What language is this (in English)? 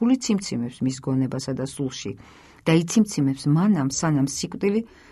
Georgian